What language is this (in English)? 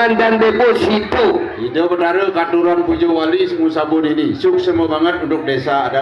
Balinese